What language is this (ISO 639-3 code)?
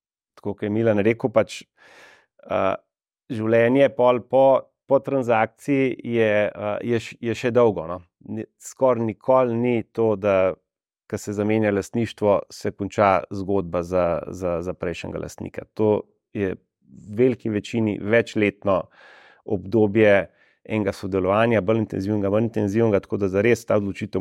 slv